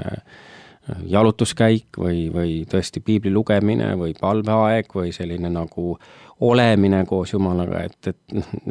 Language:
Estonian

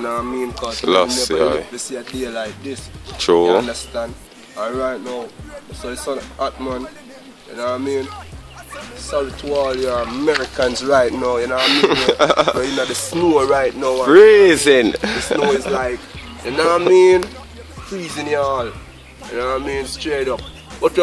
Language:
Jamaican Creole English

